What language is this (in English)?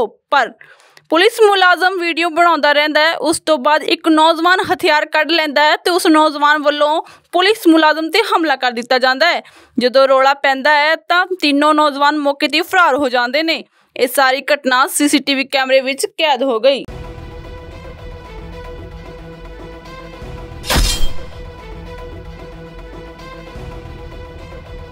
Punjabi